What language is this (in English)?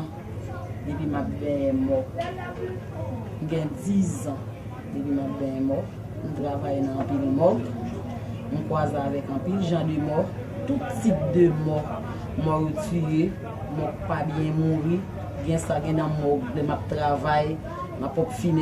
Haitian Creole